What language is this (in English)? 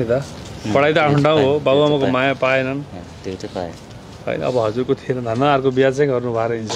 Nepali